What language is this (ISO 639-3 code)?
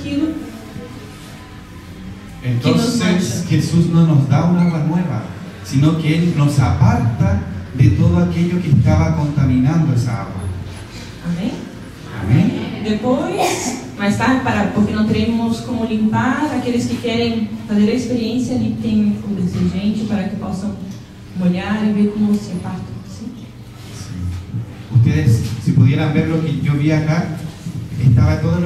spa